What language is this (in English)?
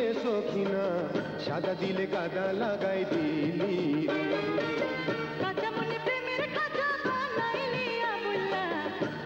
Bangla